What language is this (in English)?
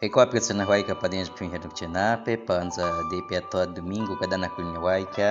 Baniwa